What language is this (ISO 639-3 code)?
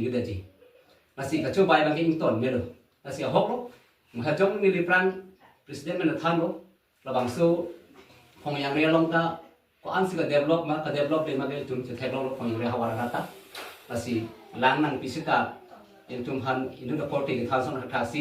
mjw